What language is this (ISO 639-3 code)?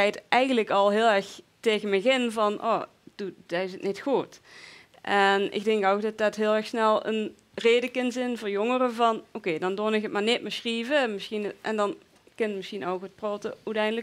lim